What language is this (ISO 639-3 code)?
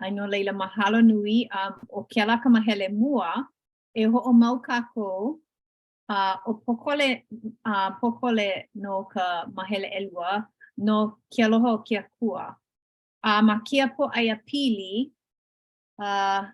haw